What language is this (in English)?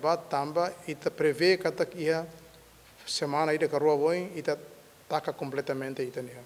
Tetum